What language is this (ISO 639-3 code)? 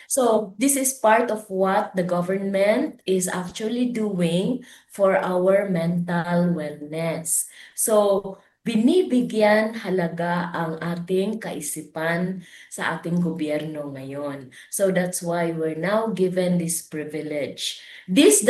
fil